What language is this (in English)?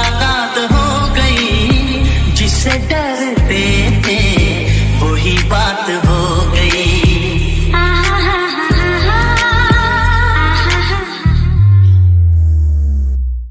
Hindi